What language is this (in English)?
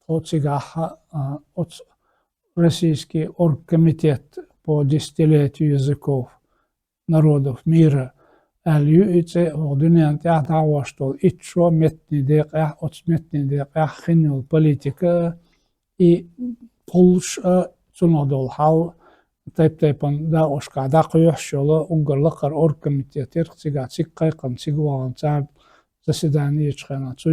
Chechen